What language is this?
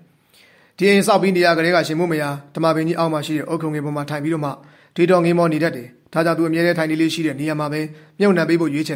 Burmese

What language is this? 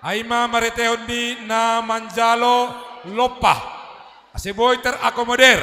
Batak Simalungun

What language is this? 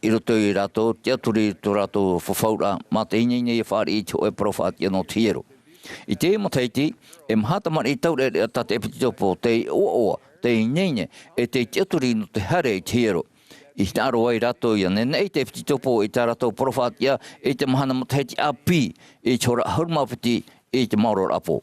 Tahitian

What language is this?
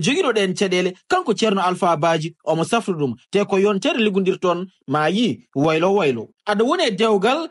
Fula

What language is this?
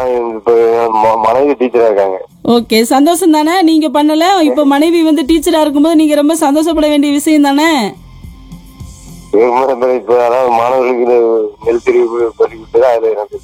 Tamil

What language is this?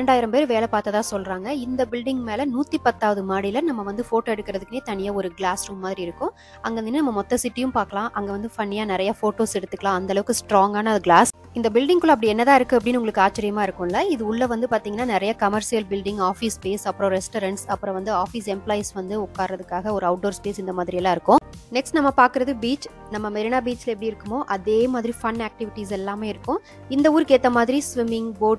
Tamil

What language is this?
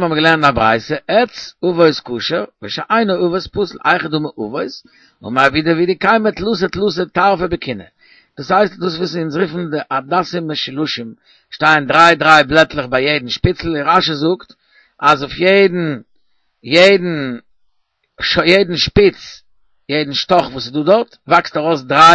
Yiddish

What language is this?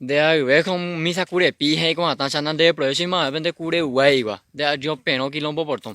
Guarani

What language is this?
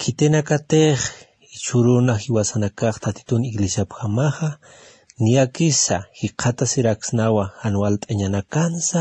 Aymara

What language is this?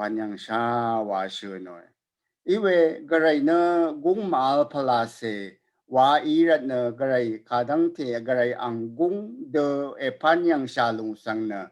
Rawang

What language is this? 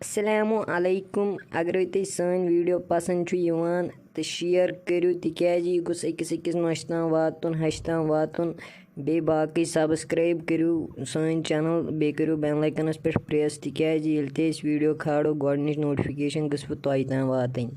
Kashmiri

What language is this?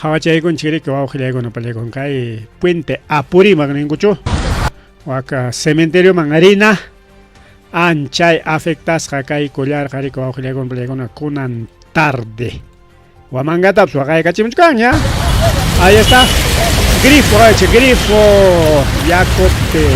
Ayacucho Quechua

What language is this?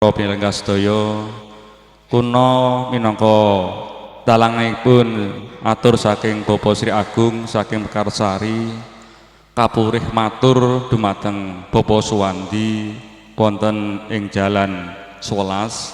Javanese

